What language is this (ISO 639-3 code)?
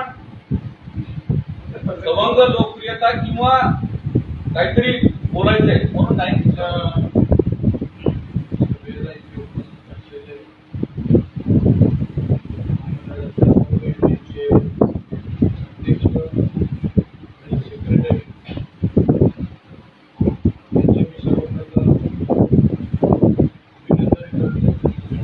mar